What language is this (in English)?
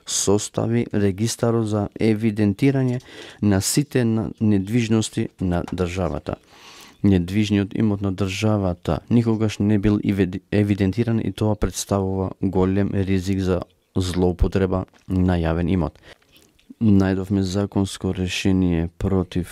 Macedonian